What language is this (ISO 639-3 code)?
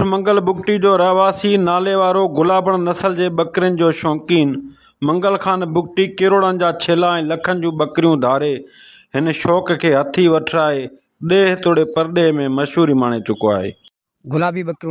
snd